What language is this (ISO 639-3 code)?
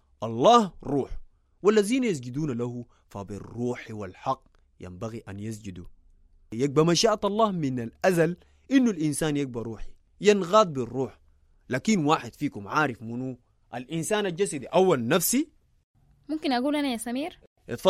apd